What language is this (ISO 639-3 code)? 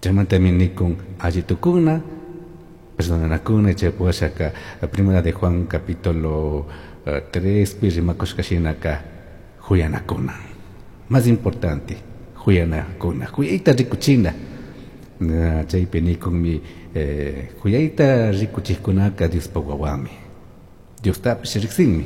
qug